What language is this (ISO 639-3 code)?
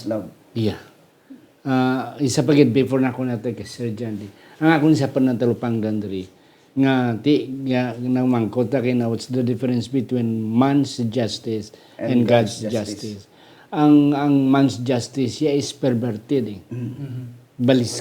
hil